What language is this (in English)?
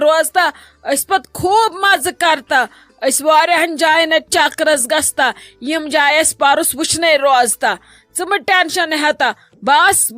Kashmiri